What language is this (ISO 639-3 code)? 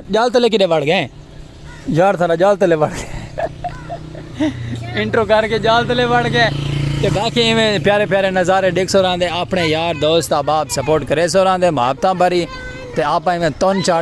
skr